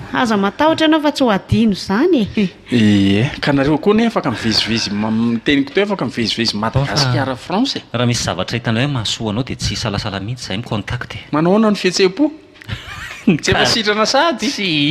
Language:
Malagasy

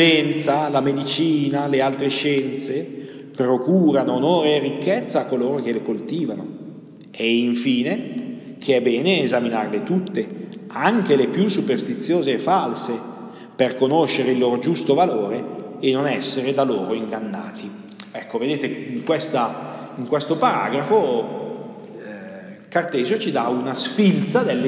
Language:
Italian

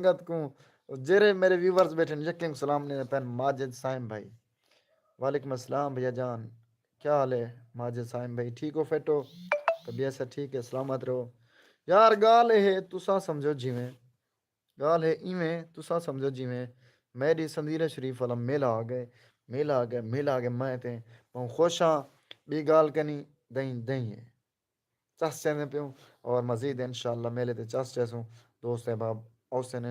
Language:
Saraiki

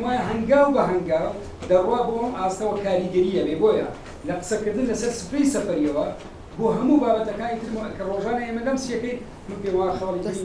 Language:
Central Kurdish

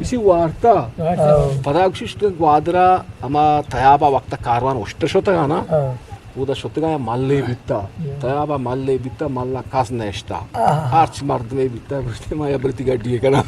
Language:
Eastern Balochi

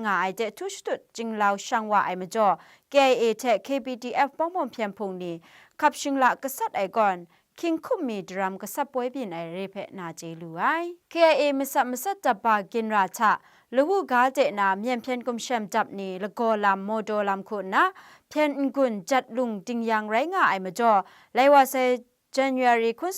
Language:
Kachin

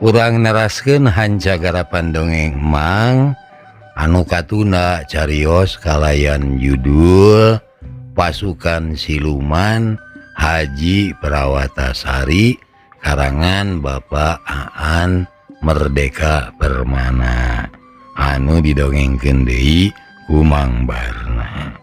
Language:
Sundanese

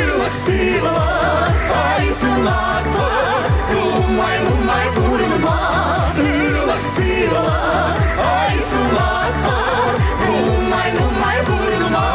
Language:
Chuvash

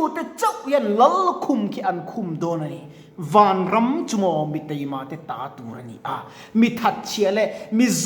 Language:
Mizo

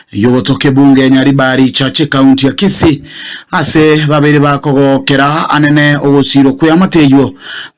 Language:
Gusii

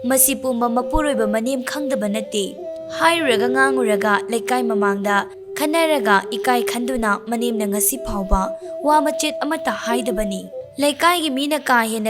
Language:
Manipuri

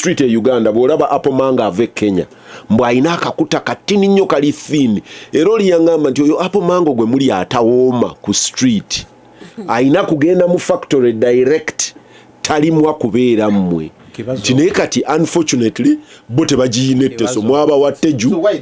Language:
Ganda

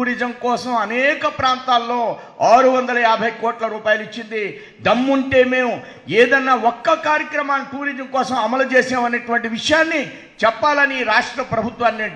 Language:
Telugu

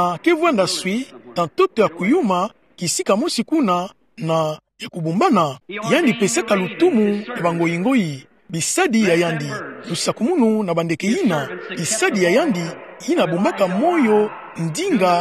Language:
Kituba (Democratic Republic of Congo)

